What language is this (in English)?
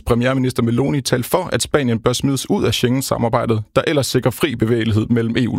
Danish